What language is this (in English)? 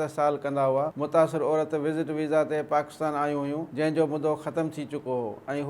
Sindhi